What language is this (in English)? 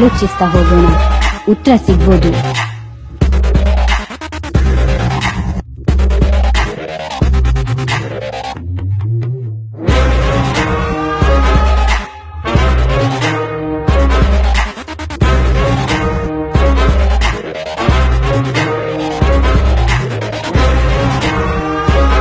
Kannada